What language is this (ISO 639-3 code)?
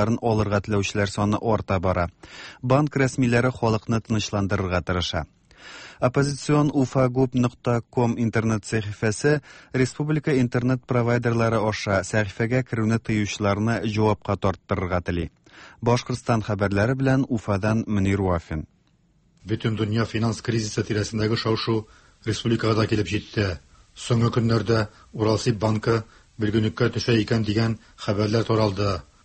tat